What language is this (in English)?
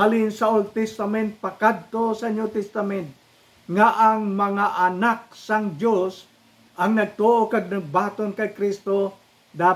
Hiligaynon